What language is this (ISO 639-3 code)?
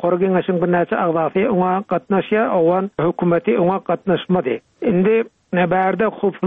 tuk